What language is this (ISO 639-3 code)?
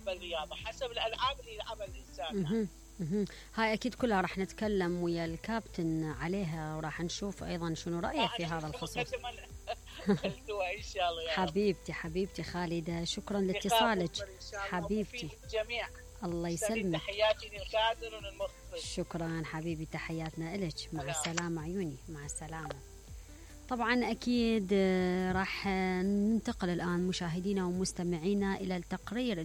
acm